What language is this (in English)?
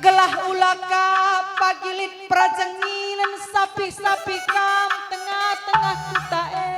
Batak Karo